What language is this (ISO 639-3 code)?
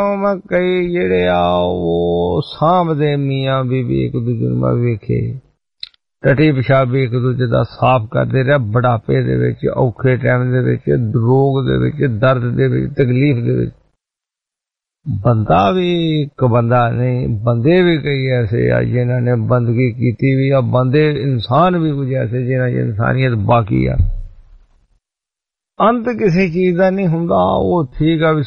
pan